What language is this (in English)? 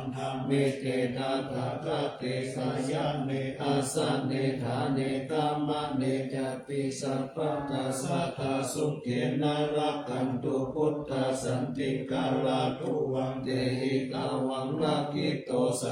Pali